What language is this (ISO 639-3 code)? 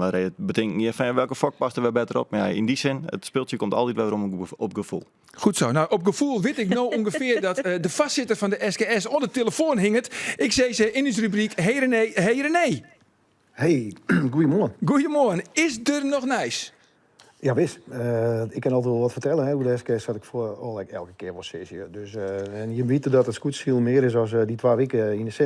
fry